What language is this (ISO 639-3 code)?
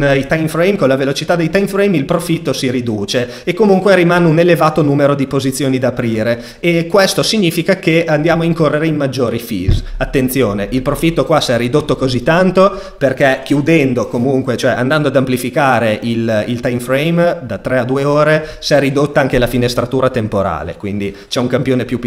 ita